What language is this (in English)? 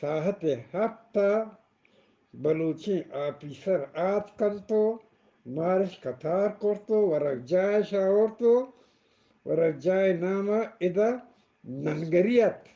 Eastern Balochi